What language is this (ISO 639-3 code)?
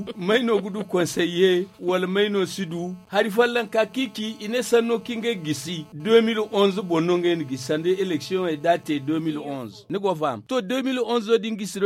dje